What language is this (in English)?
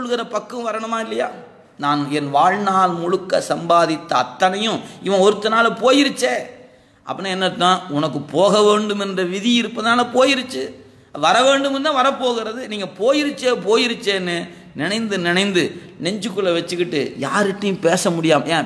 Tamil